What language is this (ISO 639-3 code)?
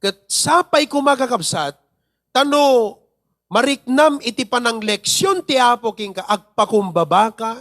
ilo